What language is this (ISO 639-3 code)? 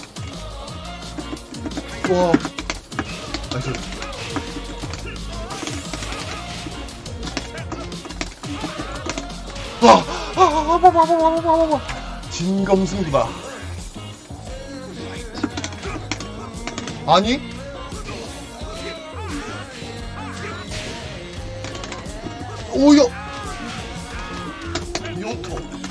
kor